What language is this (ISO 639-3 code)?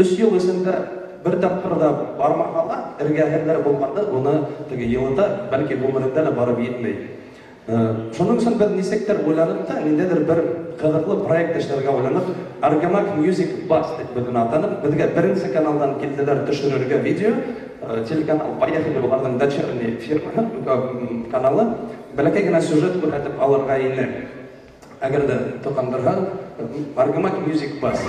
bak